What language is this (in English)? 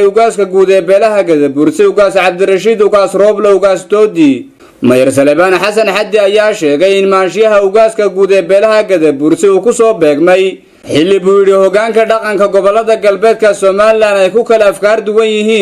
Somali